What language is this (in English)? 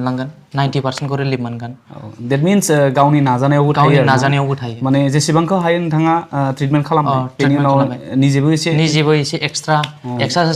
Bodo